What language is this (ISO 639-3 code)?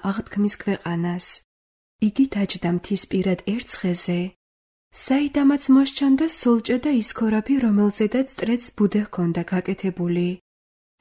kat